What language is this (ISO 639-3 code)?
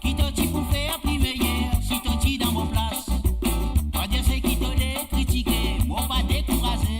mfe